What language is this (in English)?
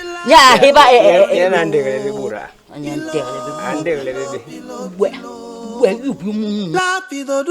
Basaa